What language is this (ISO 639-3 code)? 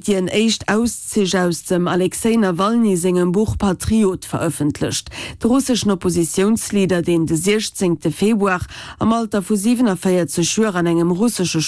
ltz